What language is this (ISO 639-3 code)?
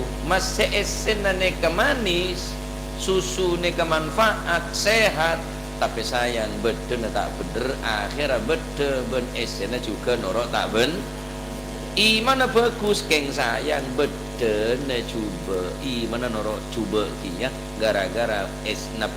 mad